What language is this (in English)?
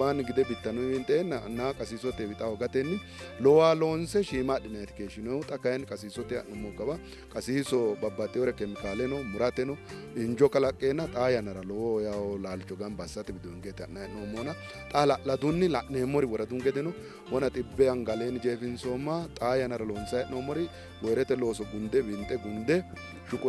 Sidamo